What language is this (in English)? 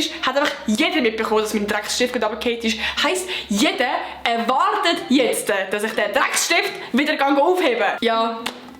Swiss German